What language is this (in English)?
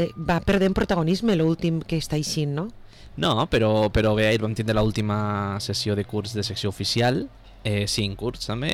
Catalan